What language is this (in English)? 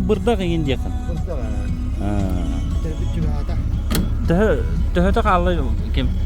Yakut